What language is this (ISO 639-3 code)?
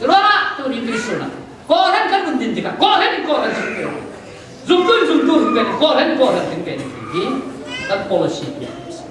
cfm